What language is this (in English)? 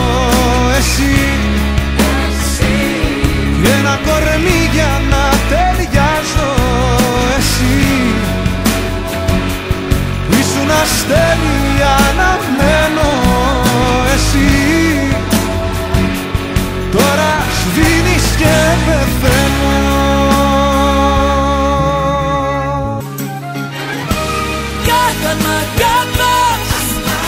Greek